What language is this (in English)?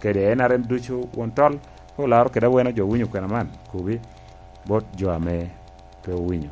Lango (Uganda)